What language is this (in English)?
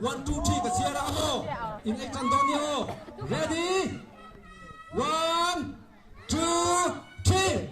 Mizo